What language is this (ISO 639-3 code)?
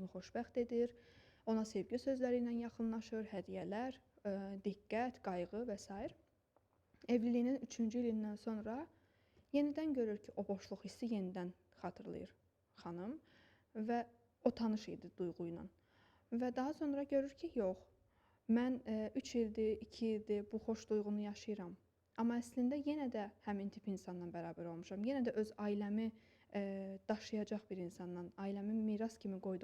aze